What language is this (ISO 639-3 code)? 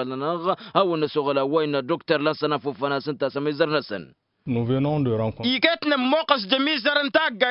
taq